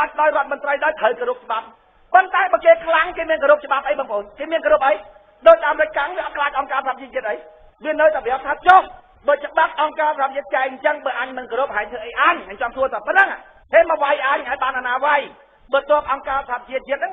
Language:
Khmer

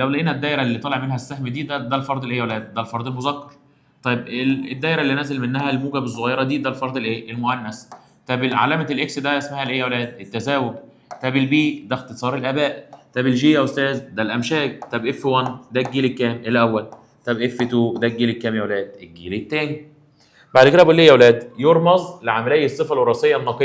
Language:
Egyptian Arabic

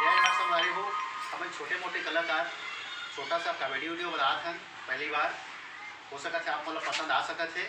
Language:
Chhattisgarhi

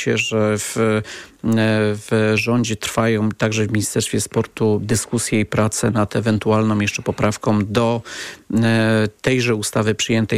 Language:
Polish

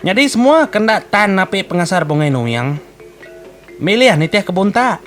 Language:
Iban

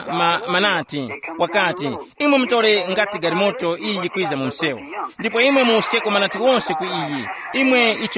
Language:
Tumbuka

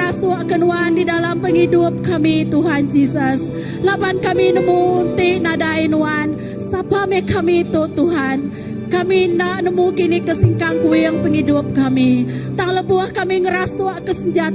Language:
Iban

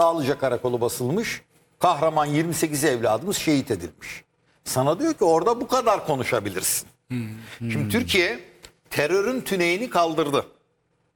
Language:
Turkish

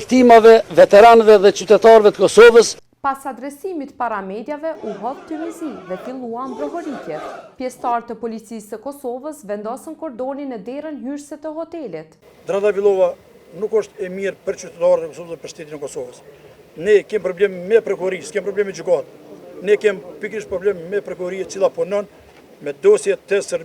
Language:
Albanian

